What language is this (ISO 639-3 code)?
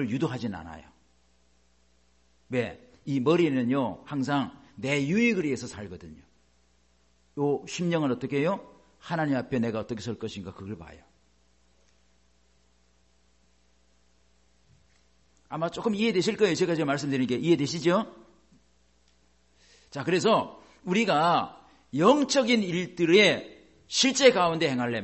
kor